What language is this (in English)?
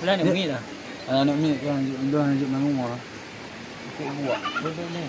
Achinese